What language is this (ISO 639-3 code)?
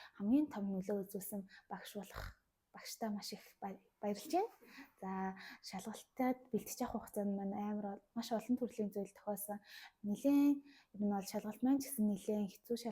mon